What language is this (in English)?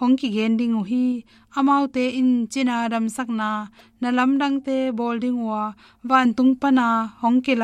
Tedim Chin